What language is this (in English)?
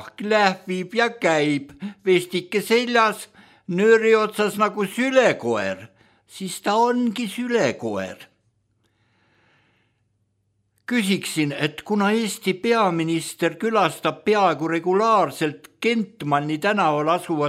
Estonian